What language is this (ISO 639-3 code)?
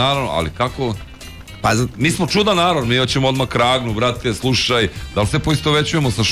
srp